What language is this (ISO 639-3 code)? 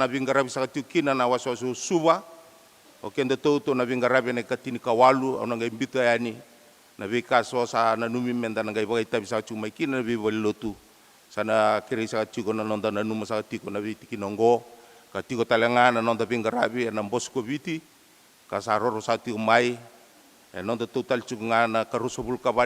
fij